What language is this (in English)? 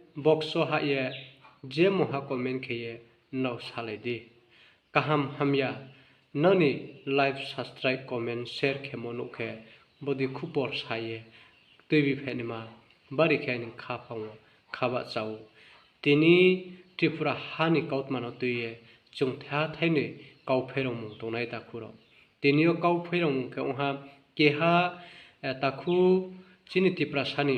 Riang (India)